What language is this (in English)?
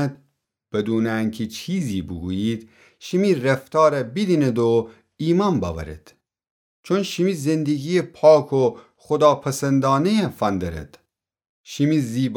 Gilaki